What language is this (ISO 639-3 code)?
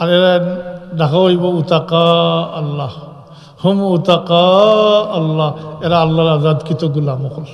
syl